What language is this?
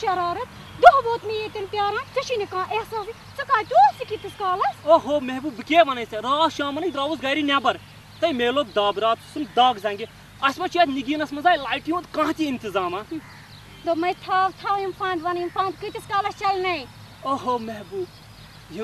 Kashmiri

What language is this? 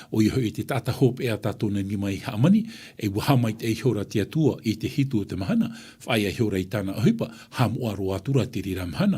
Tahitian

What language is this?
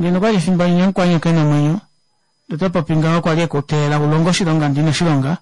Kuanyama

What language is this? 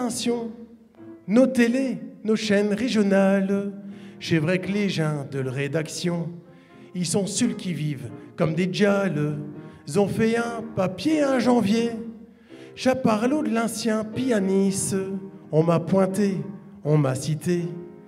Picard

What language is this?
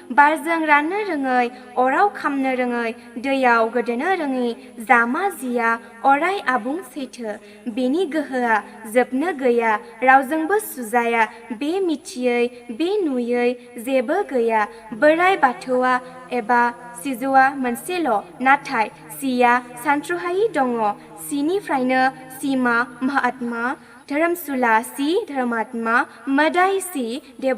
Bodo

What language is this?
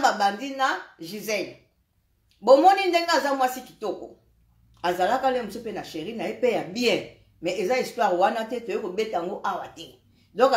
Lingala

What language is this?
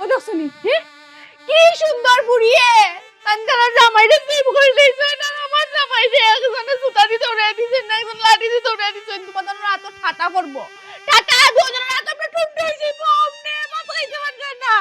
Sylheti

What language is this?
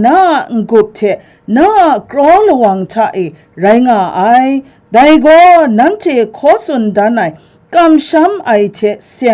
Kachin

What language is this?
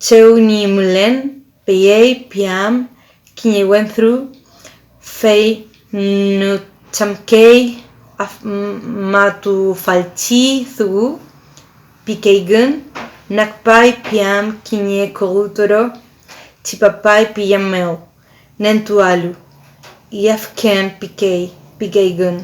Mapuche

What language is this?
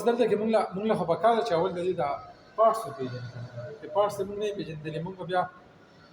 Pashto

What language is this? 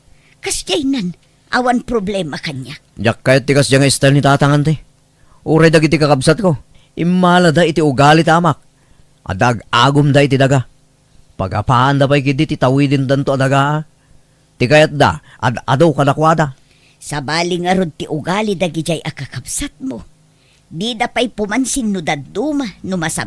Iloko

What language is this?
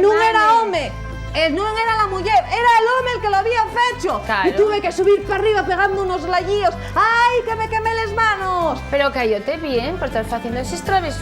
Asturian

